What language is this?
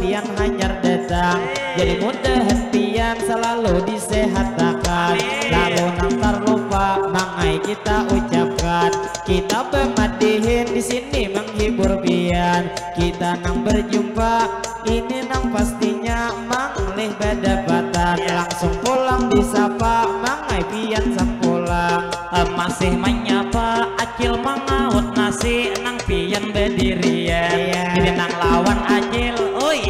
Banjar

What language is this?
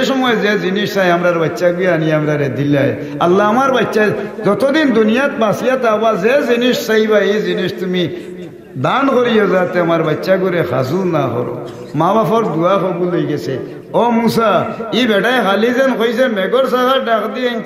Sylheti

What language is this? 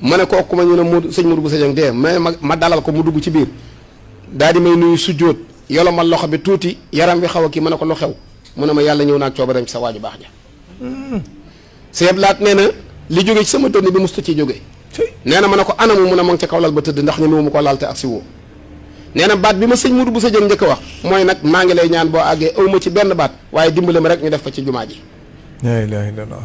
Wolof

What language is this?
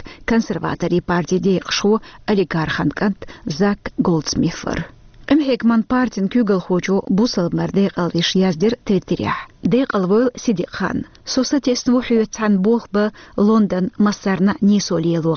Chechen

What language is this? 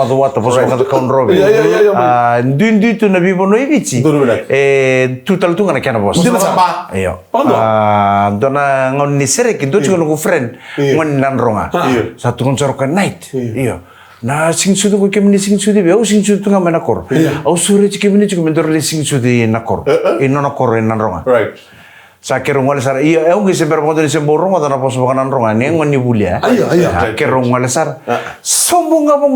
Fijian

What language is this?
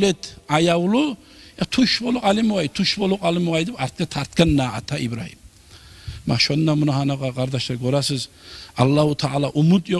Kumyk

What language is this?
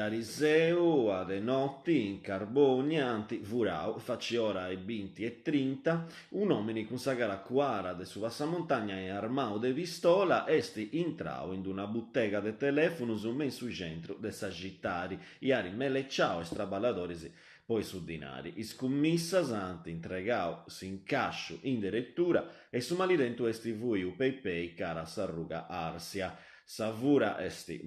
Sardinian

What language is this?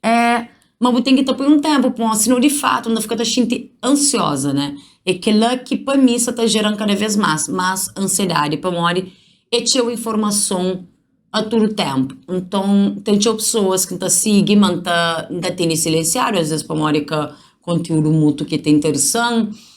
Kabuverdianu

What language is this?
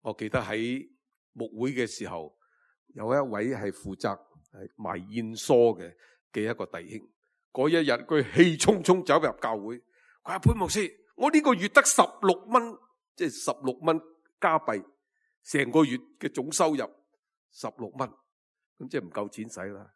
Cantonese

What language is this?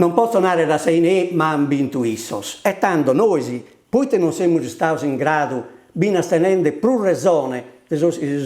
Sardinian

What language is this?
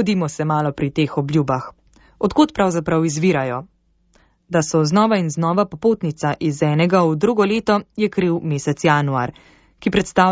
Slovenian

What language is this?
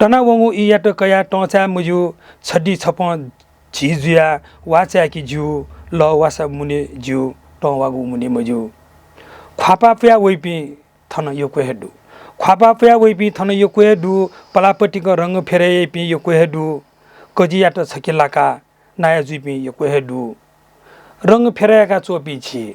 Newari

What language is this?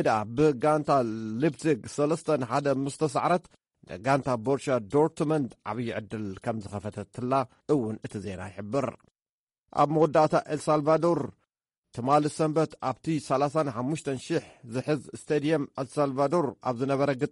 Tigrinya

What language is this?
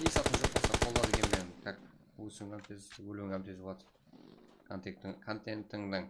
Kara-Kalpak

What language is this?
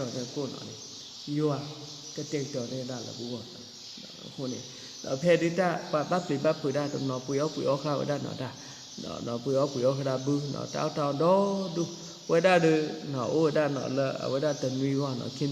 S'gaw Karen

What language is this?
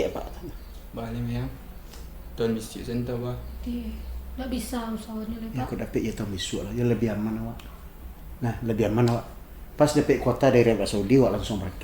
Minangkabau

